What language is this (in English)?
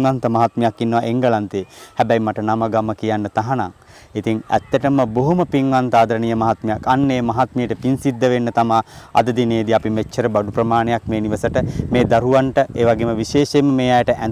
Sinhala